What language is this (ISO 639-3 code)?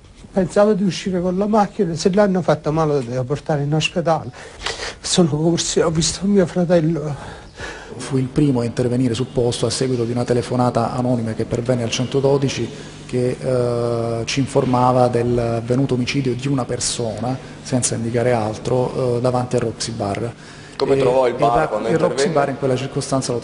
ita